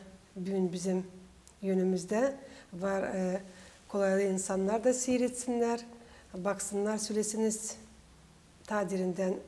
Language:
Gagauz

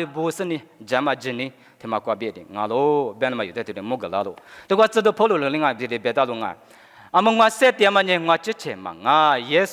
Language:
Lisu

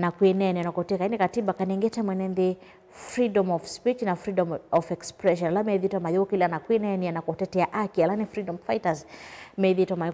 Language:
Kamba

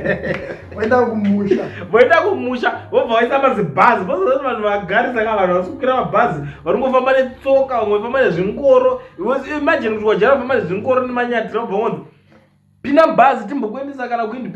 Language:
Shona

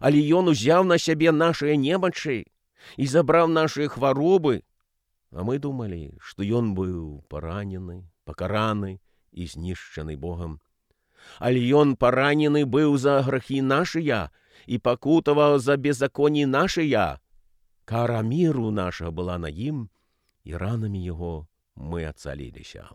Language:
Belarusian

